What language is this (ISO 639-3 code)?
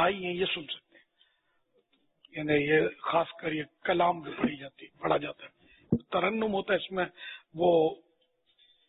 urd